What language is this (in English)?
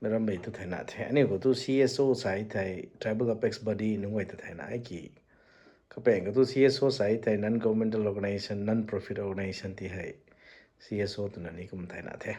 Rongmei Naga